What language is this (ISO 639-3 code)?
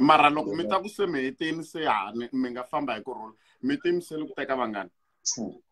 tso